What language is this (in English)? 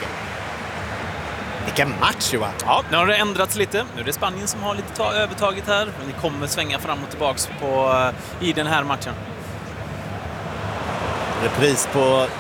Swedish